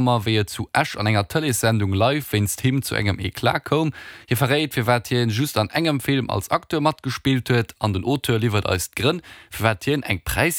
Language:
Luxembourgish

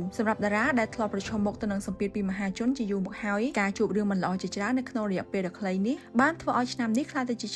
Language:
Khmer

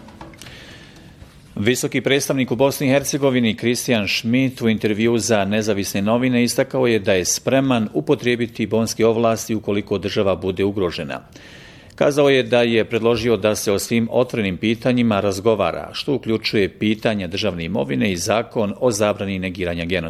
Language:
Bosnian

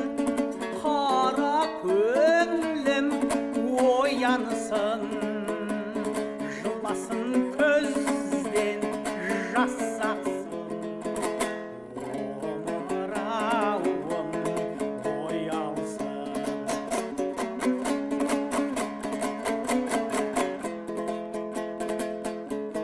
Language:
Kazakh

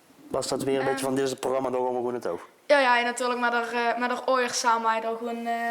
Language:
Limburgish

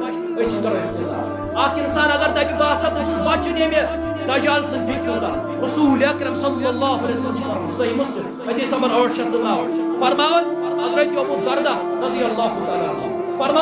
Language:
Kashmiri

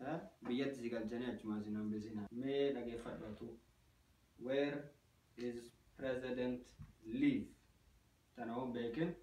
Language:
Oromo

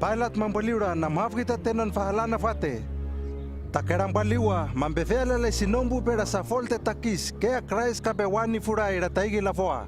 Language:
Hano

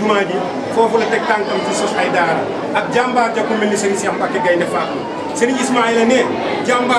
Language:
Wolof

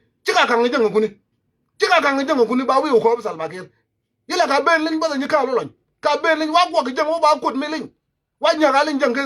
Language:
Nuer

